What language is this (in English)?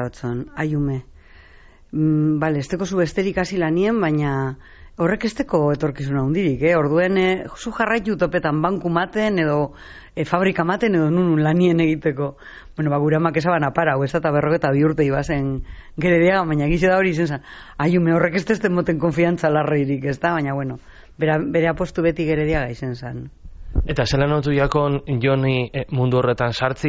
Basque